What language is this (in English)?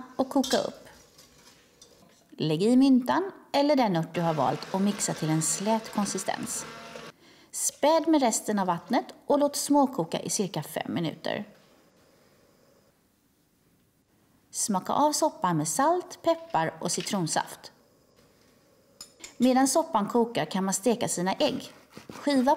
Swedish